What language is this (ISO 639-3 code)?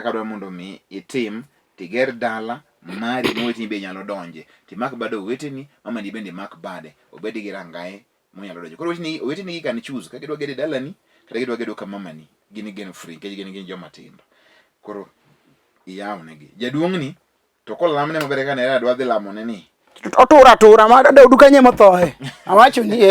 luo